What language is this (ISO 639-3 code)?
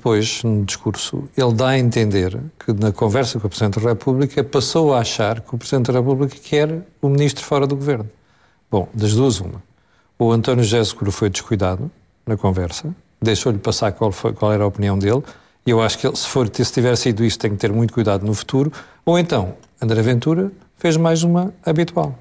por